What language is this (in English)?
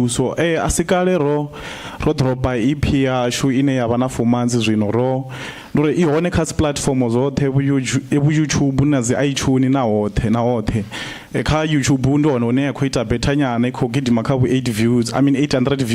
Venda